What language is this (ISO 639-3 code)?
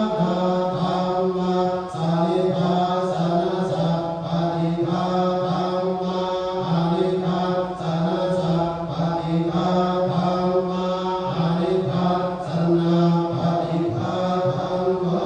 pli